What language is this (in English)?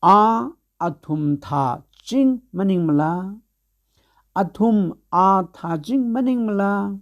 Tangkhul Naga (India)